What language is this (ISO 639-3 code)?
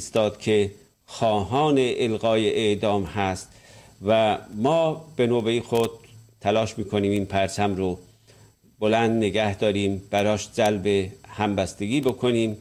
fas